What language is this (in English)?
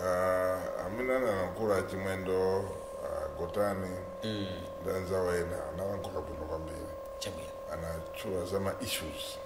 Nyanja